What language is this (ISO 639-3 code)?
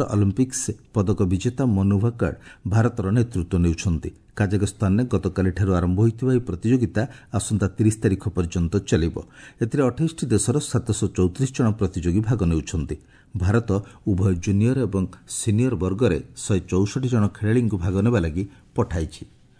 ori